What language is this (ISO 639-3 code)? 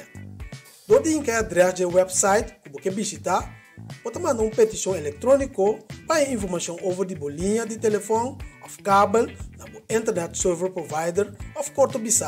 pap